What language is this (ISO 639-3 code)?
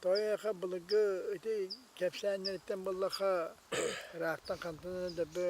sah